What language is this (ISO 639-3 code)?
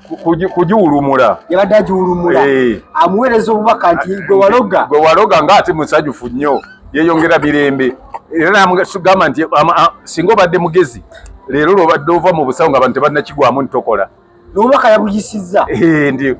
lug